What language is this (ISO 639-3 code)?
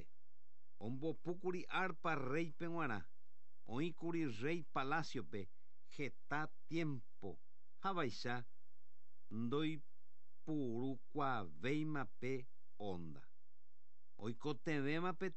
grn